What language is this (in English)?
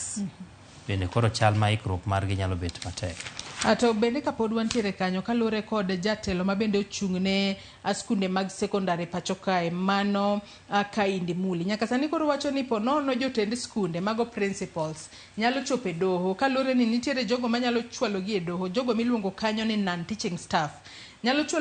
Luo (Kenya and Tanzania)